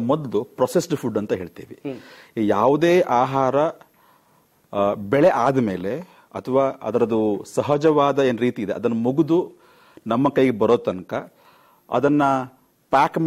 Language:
Kannada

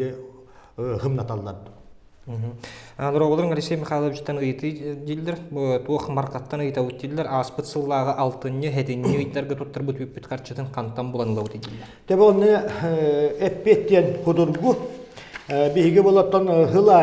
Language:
Yakut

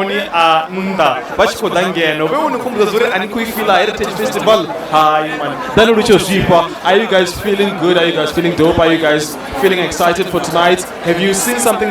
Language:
Venda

